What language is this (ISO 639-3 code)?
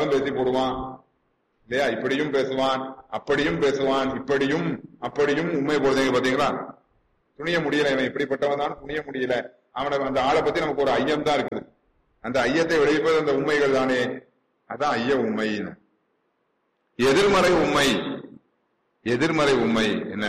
tam